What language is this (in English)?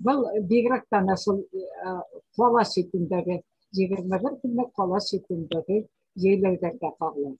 Bashkir